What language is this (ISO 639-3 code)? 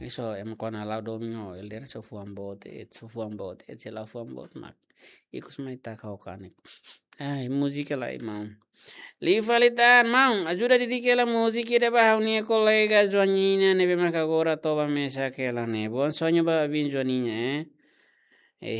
tet